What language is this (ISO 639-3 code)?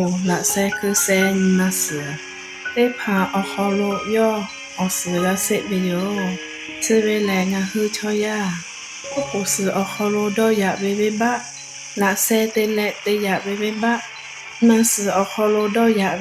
lhu